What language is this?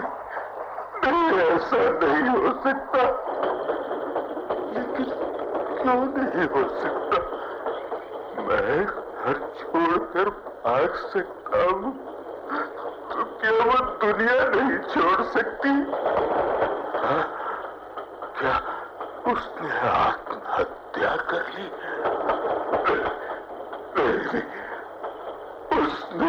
Hindi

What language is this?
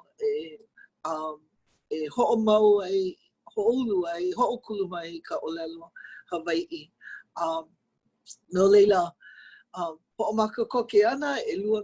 Hawaiian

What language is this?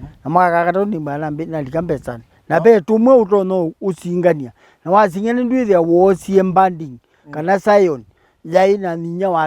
Kamba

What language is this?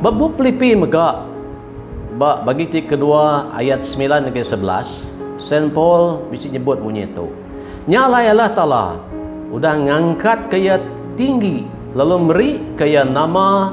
Iban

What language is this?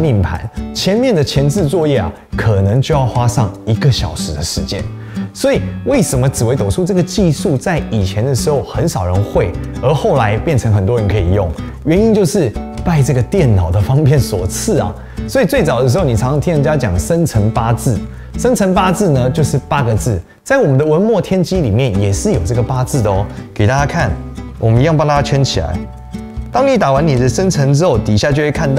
Chinese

